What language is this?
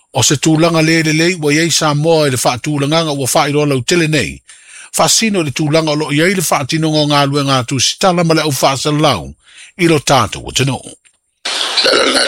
Samoan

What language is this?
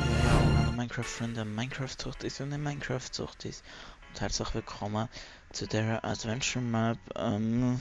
Swiss German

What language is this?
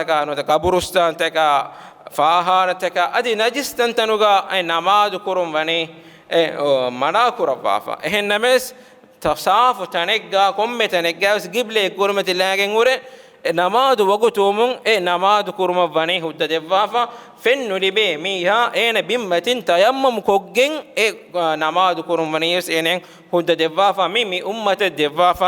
Divehi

